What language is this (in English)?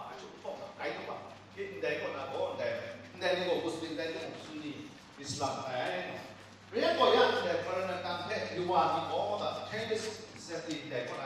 Kachin